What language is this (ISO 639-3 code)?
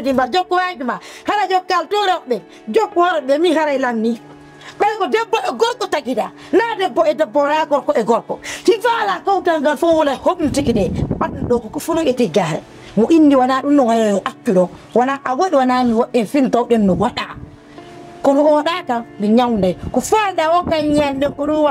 ful